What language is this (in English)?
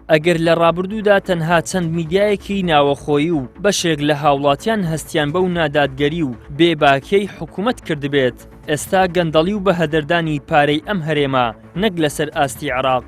Central Kurdish